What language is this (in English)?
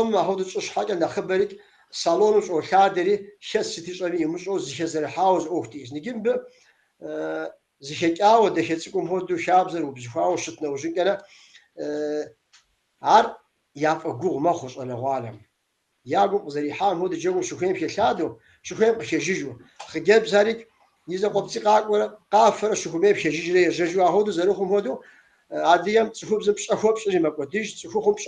Kabardian